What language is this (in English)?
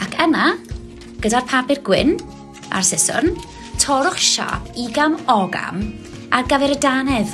Welsh